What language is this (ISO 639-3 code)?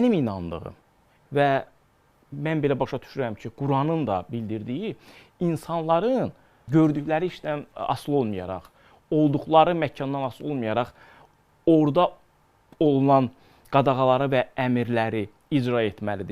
aze